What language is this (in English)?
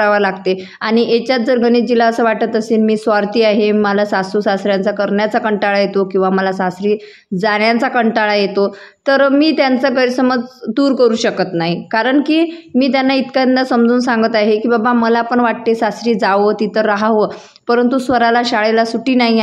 Marathi